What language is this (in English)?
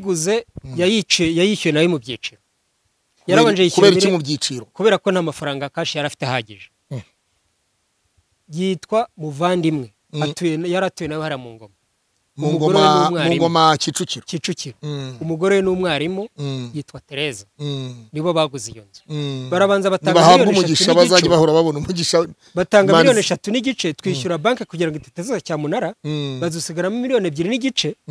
Kinyarwanda